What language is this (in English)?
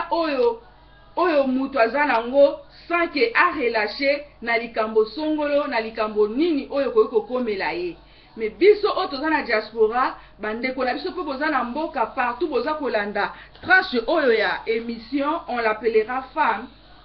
Lingala